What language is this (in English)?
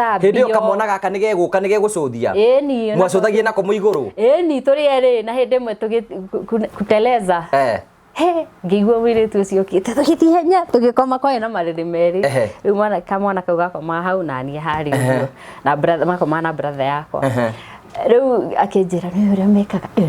Kikuyu